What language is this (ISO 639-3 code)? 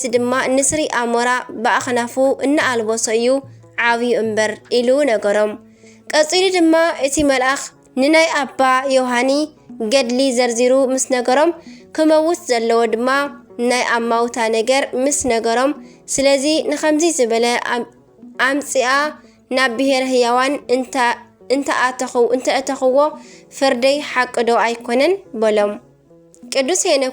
tir